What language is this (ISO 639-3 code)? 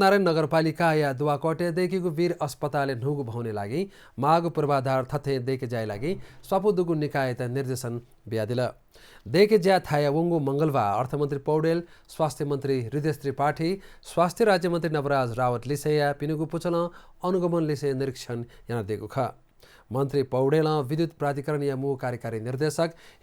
new